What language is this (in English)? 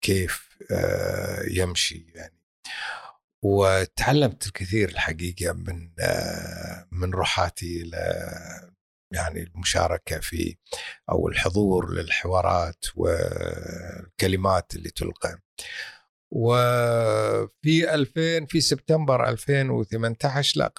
Gulf Arabic